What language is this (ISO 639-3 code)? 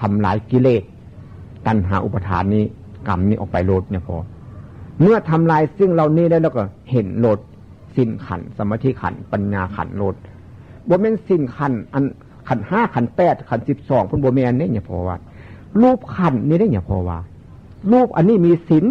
tts